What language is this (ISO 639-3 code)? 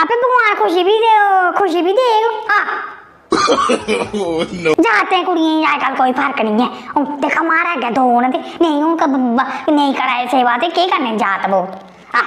doi